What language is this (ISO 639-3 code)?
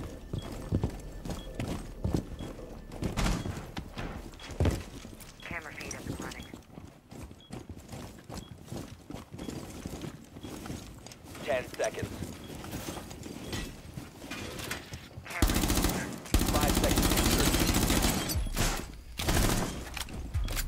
eng